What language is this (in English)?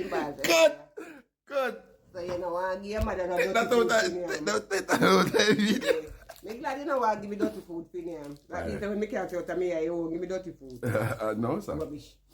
Jamaican Creole English